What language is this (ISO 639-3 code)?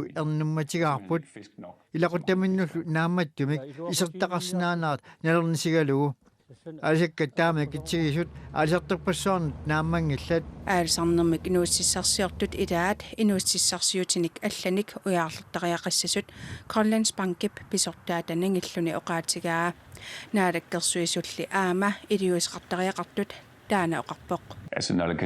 kal